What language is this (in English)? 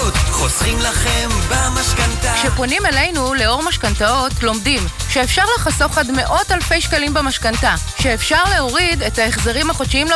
Hebrew